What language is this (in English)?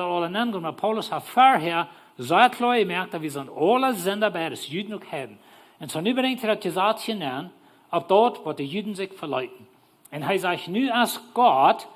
Plautdietsch